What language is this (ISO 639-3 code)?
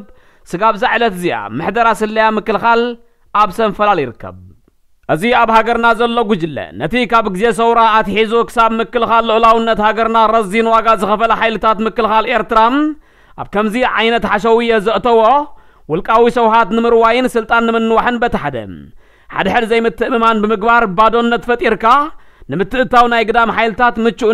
tir